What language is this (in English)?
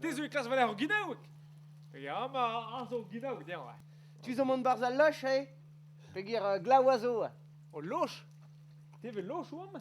Breton